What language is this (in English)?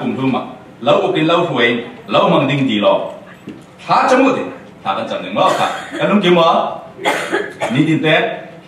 Falam Chin